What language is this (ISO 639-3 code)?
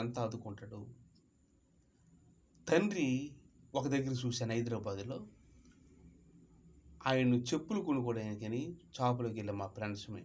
tel